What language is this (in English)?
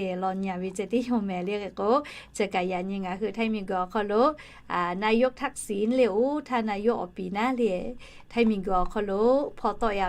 Lahu